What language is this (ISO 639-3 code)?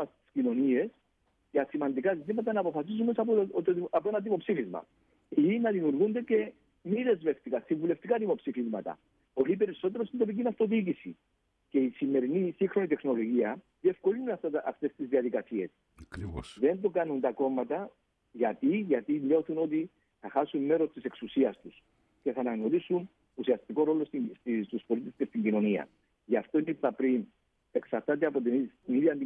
ell